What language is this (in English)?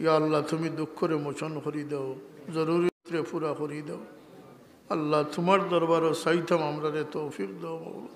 Sylheti